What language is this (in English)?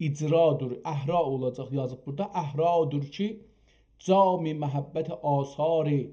South Azerbaijani